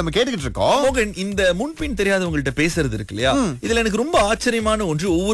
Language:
Tamil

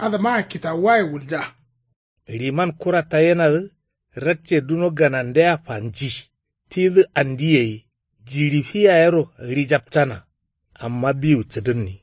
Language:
Kanuri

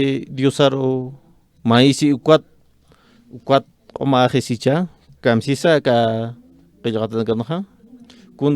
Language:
Aymara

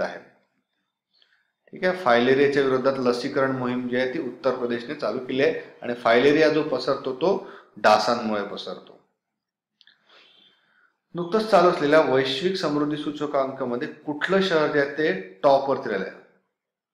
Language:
Marathi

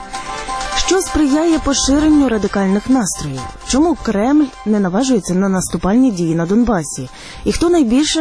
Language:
Ukrainian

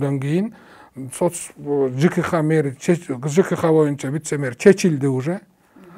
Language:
Kyrgyz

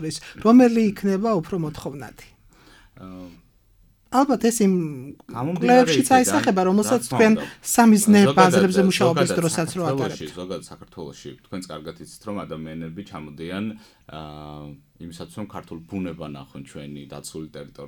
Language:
Georgian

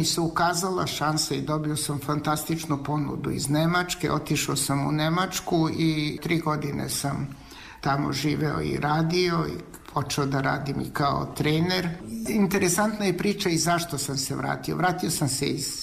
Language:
Serbian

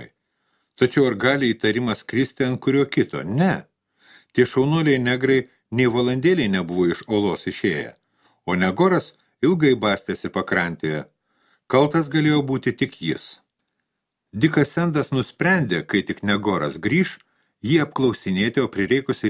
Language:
Lithuanian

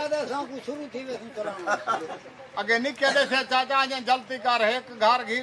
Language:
Saraiki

